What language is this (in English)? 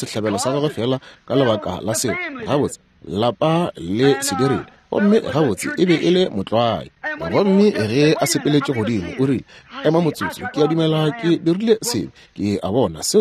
Northern Sotho